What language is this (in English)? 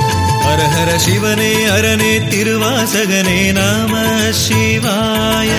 Tamil